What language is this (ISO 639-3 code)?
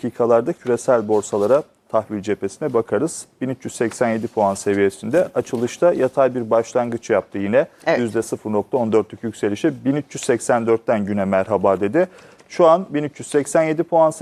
tur